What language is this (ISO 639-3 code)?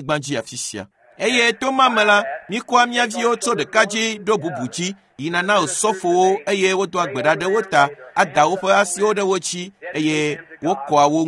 ewe